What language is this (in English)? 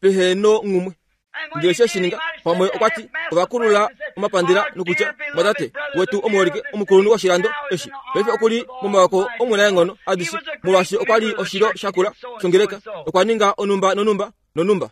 Kuanyama